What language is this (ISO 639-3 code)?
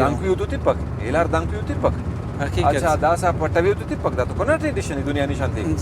brh